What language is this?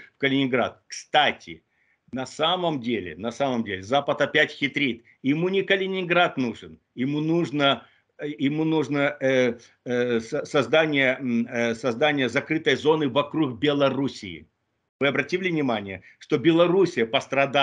Russian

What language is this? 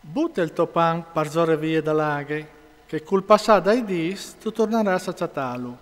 Friulian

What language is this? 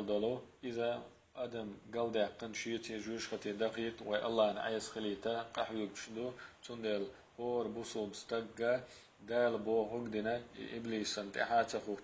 Chechen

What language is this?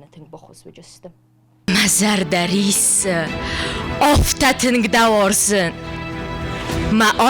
Ossetic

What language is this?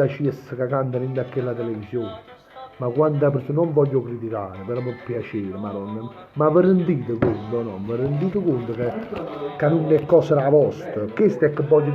Neapolitan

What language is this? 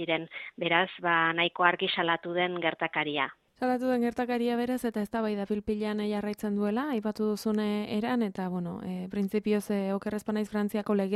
Basque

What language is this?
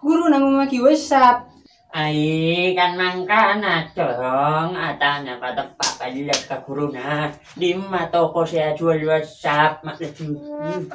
Madurese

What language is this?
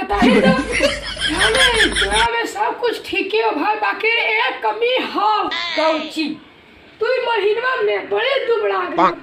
Magahi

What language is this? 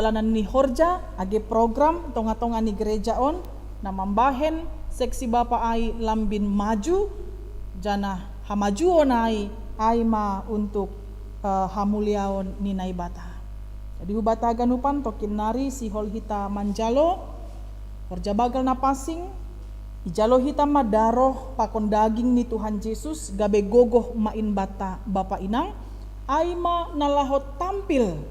Batak Simalungun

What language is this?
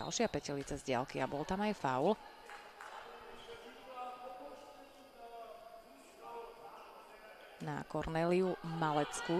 Slovak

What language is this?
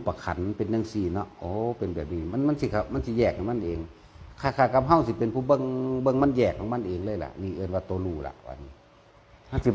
Northeastern Thai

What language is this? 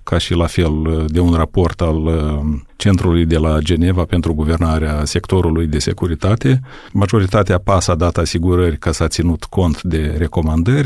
Romanian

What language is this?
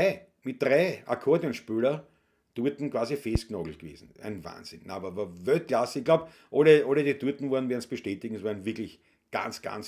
Bavarian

